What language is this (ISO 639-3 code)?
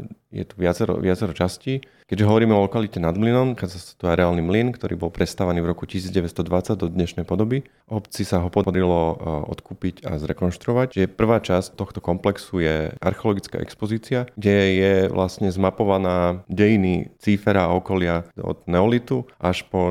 slk